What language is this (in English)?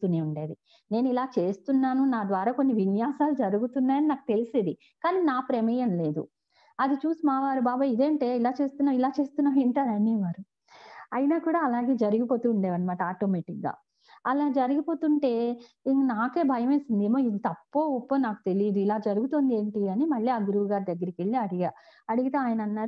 Telugu